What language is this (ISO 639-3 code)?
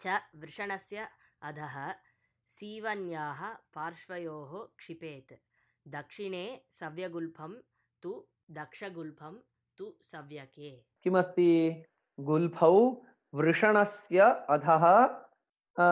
san